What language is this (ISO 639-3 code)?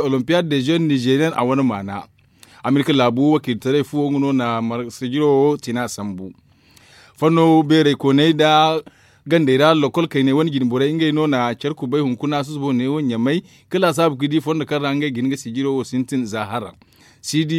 dje